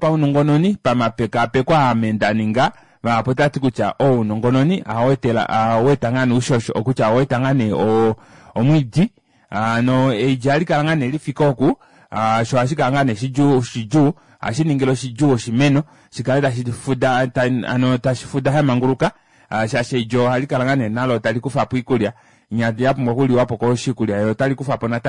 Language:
Kuanyama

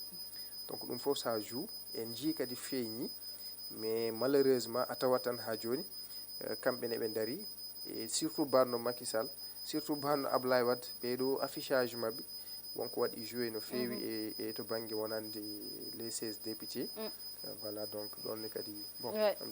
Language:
Fula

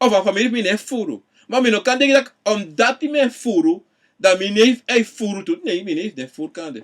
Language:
Sranan Tongo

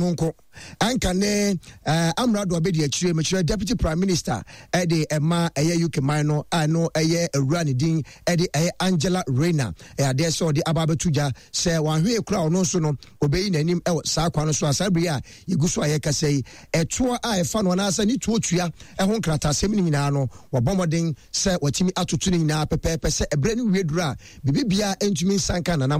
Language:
Akan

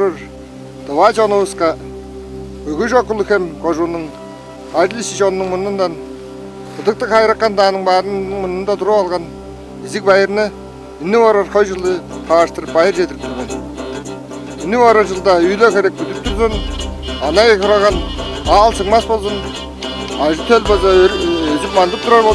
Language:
Tuvinian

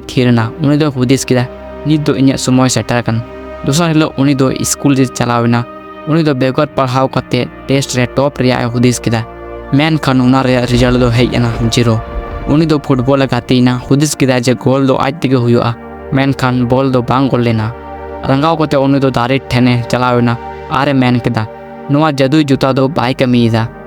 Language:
Santali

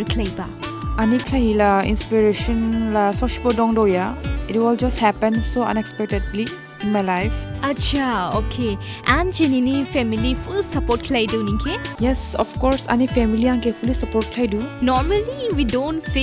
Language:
Dimasa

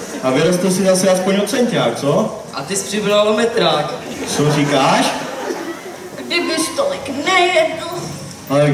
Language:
Czech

